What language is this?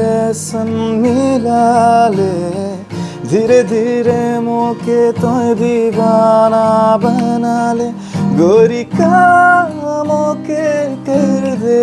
Sadri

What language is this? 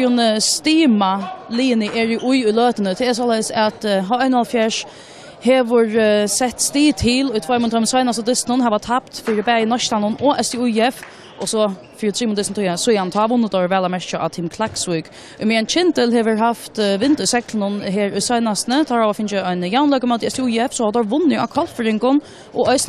Faroese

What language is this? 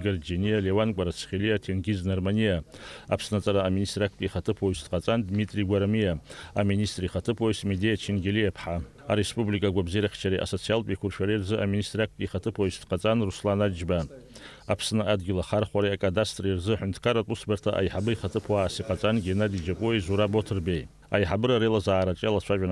Abkhazian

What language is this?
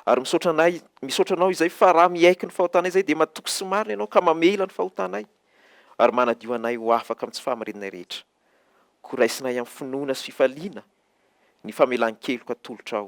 Malagasy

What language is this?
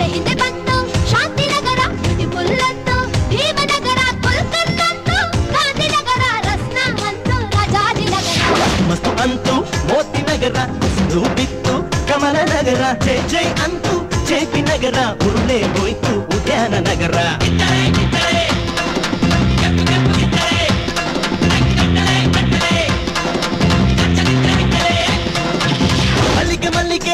Kannada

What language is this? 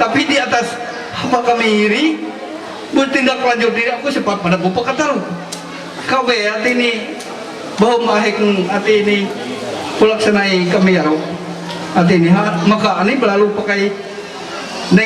Ma'anyan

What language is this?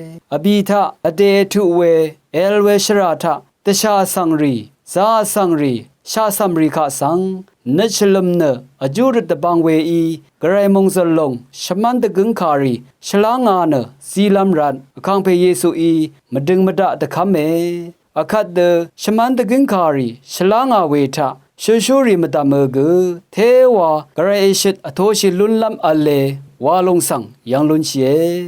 Rawang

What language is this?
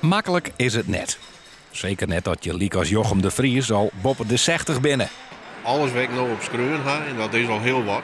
Western Frisian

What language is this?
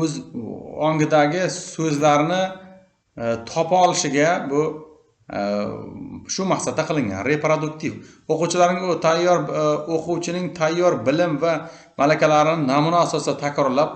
Uzbek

